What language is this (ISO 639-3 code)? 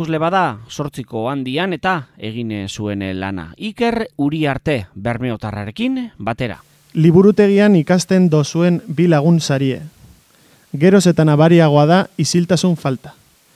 eus